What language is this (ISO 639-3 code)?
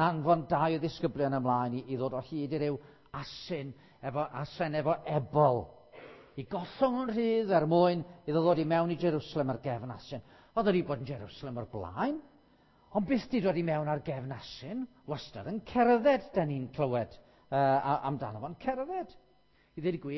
cym